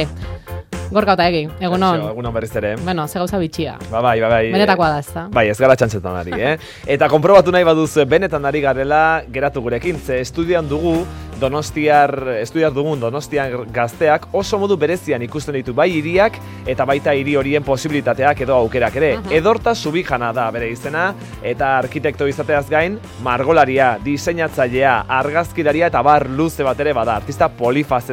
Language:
Basque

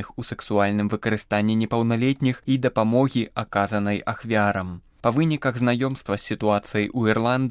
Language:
Belarusian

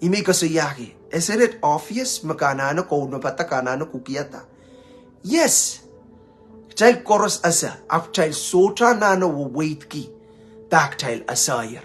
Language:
Pohnpeian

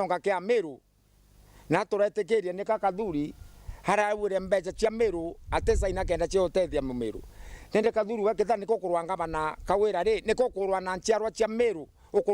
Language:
Meru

